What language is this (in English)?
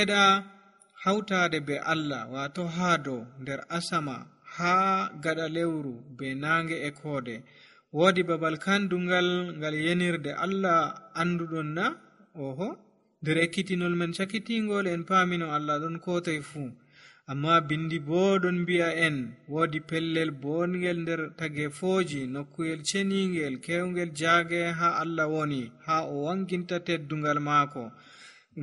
Nigerian Fulfulde